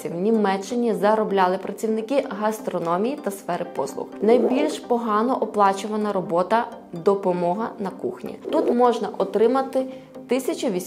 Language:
Ukrainian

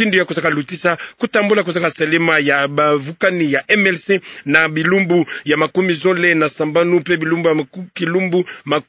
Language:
Kituba (Democratic Republic of Congo)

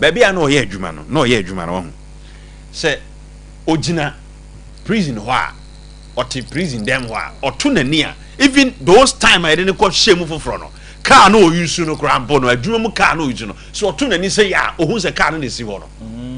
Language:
Akan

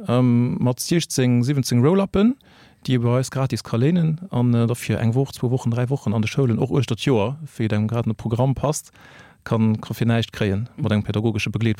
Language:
Luxembourgish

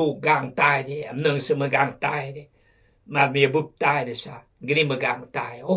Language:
Khmu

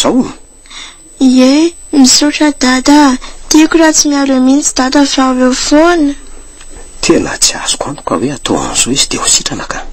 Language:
Malagasy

